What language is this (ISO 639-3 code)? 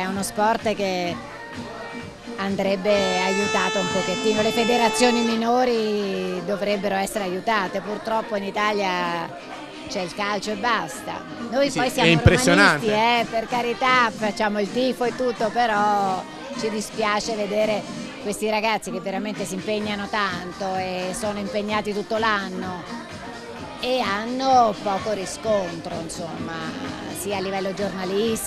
ita